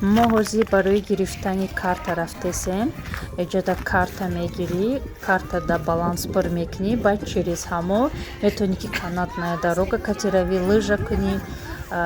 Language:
Tajik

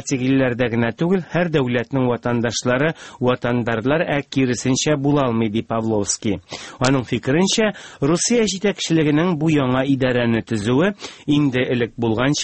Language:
Tatar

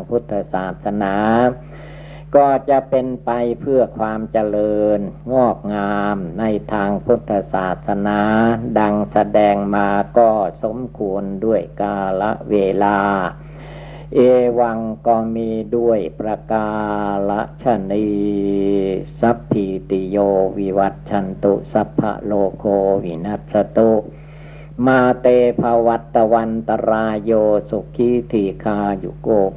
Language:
Thai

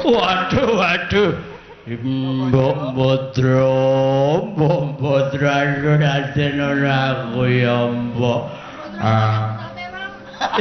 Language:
Javanese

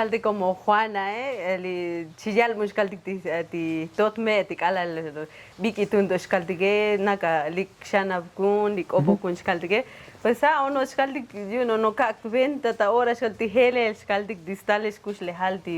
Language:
Tzotzil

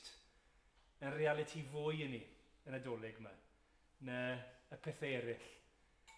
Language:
Welsh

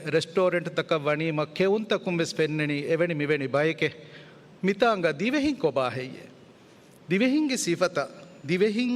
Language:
Divehi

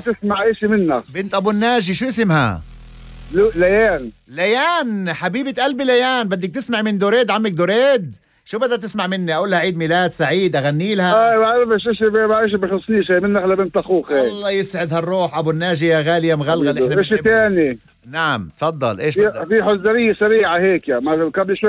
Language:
North Levantine Arabic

